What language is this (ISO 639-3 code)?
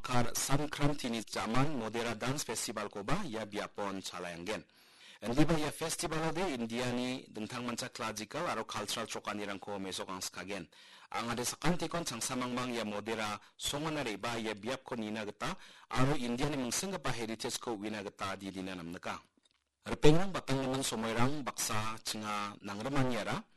grt